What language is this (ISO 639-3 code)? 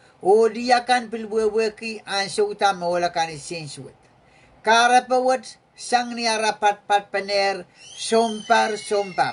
pon